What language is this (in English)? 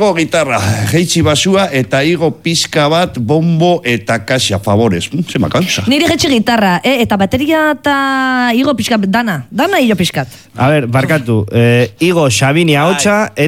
Basque